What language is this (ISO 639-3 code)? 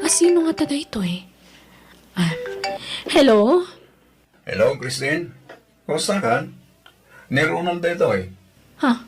ilo